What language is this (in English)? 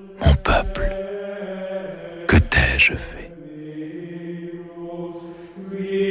French